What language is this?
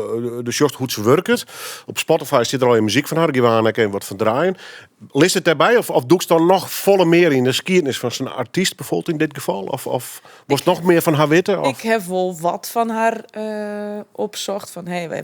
Western Frisian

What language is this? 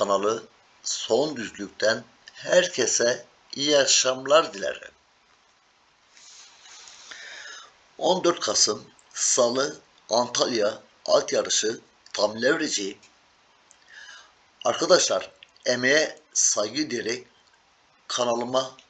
Turkish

